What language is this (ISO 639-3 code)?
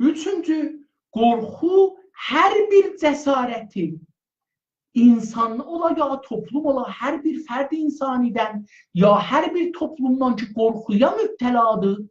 azb